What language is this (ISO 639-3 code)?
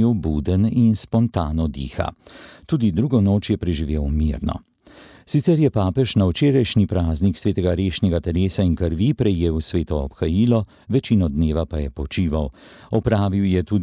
slv